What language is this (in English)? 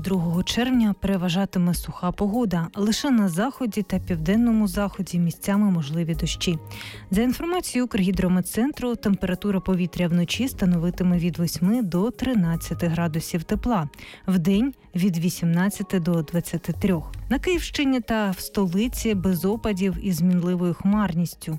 Ukrainian